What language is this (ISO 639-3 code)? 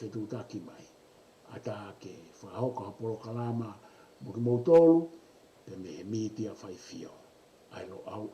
ton